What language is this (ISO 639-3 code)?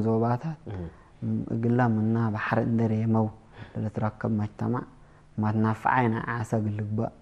tig